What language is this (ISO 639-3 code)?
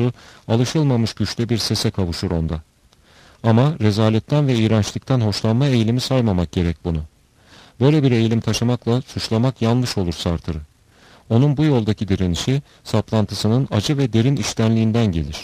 tur